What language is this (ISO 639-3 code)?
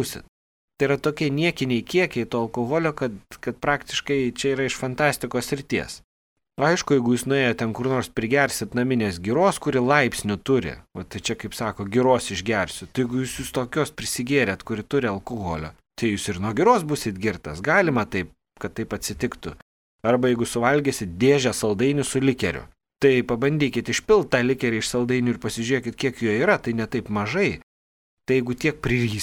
lit